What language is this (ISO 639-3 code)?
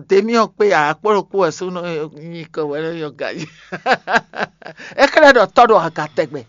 fon